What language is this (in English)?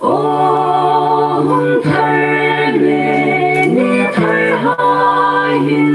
Hmar